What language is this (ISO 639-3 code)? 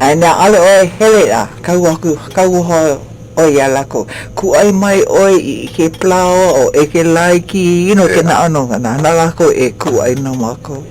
haw